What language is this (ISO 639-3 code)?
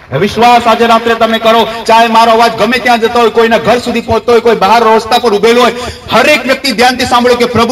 guj